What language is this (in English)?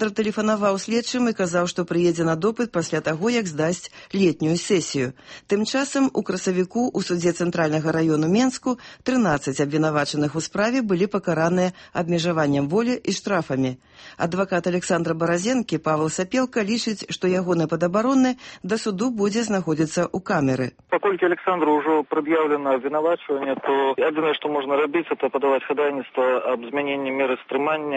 Belarusian